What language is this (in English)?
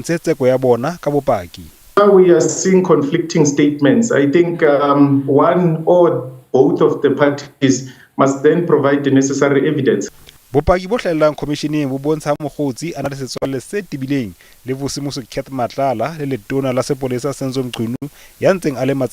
Southern Sotho